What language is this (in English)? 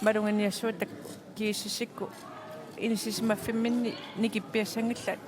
Kalaallisut